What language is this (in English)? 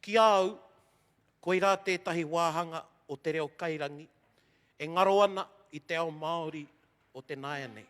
Māori